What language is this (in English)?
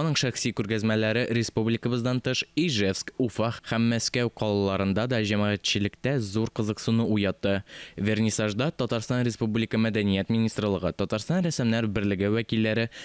Tatar